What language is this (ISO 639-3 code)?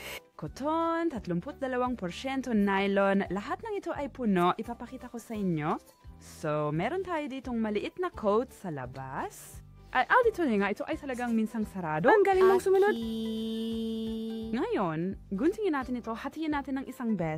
fil